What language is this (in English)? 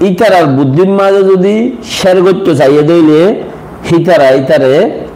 Rohingya